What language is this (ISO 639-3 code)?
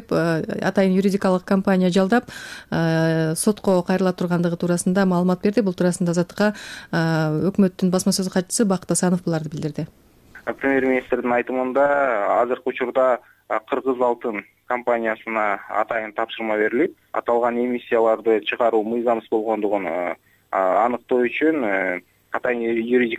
kir